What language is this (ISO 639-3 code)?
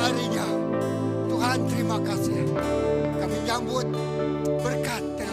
iba